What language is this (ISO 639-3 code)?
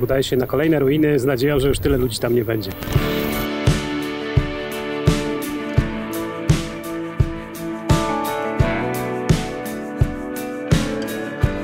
pol